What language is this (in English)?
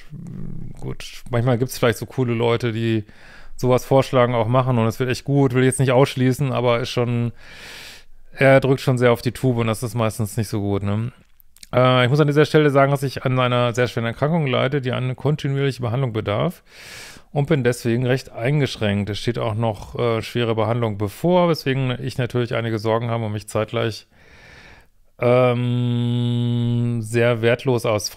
German